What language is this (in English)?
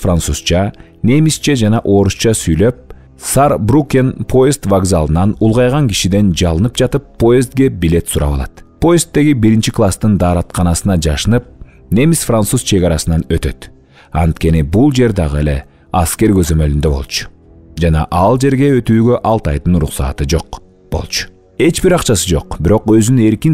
Kyrgyz